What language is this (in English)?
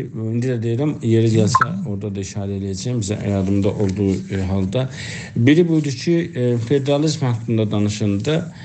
South Azerbaijani